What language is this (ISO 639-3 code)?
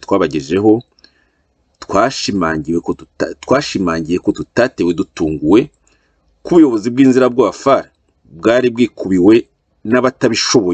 kin